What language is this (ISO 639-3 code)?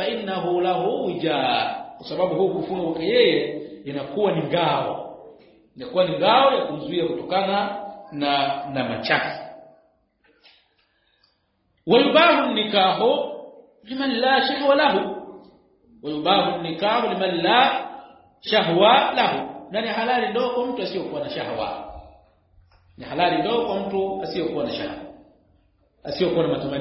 swa